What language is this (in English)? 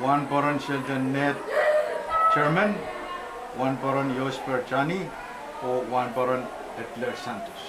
Pohnpeian